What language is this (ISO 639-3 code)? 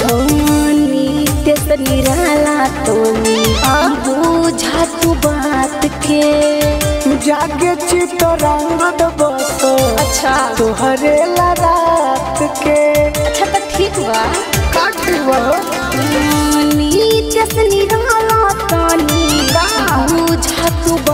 bho